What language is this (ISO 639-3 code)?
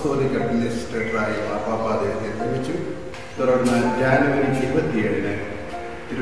mal